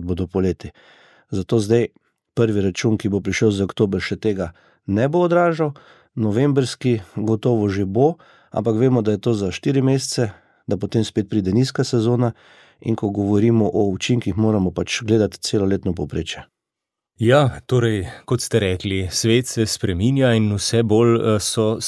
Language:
Slovenian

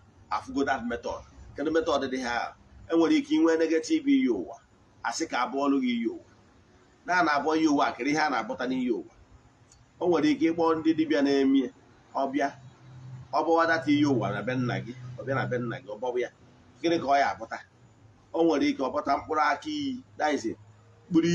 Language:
Igbo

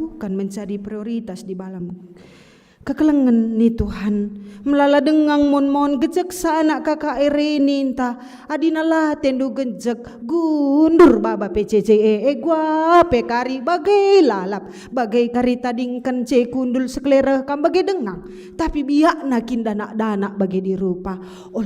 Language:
Batak Karo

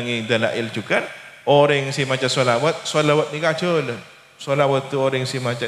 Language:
Madurese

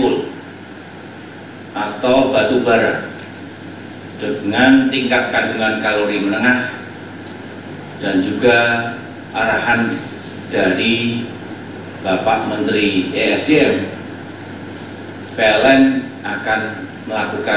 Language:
Indonesian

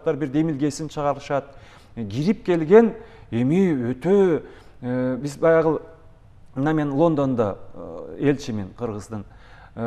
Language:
Kyrgyz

